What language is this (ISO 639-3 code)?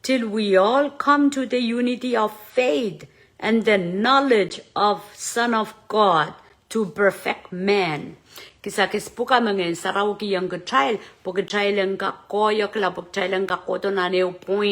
pon